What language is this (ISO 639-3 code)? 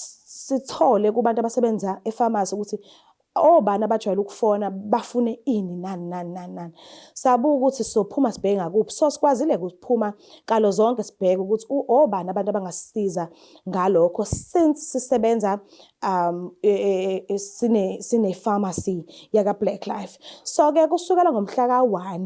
zul